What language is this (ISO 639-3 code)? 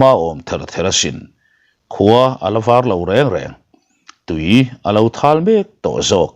lus